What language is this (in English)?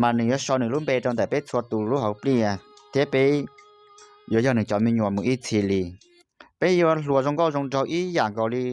Hmong